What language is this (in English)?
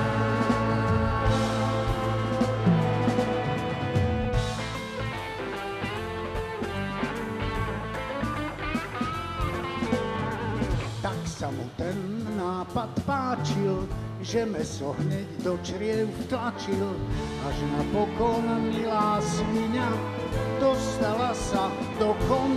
Slovak